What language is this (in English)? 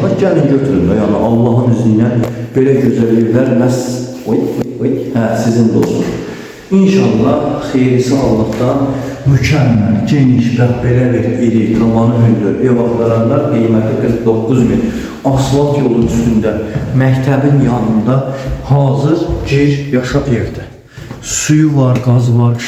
Azerbaijani